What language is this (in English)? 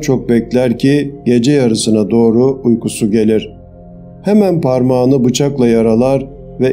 Turkish